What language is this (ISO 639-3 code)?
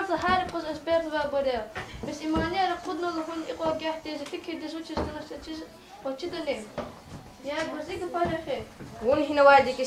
lez